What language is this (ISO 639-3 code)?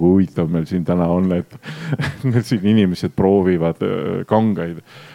est